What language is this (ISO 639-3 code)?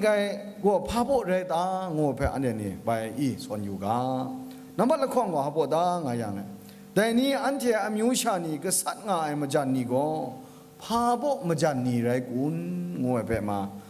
kac